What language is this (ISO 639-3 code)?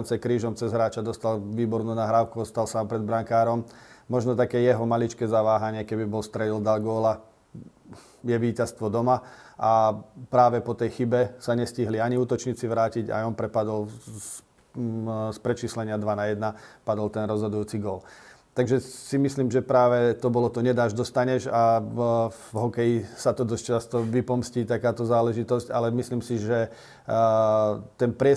slk